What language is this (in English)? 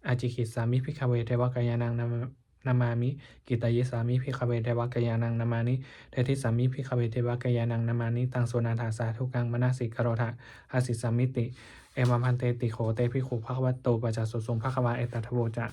Pali